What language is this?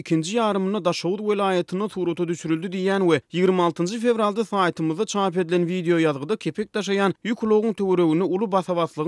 Turkmen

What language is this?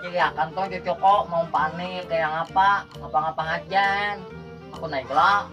Banjar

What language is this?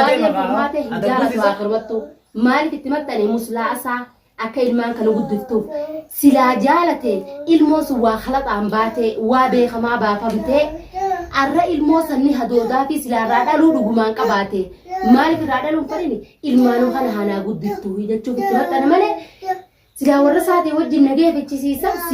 Oromo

